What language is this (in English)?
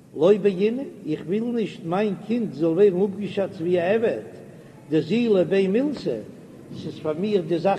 Yiddish